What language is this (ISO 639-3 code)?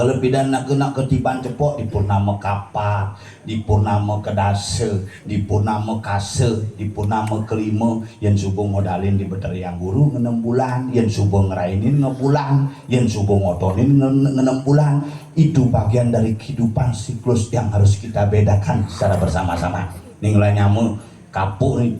ban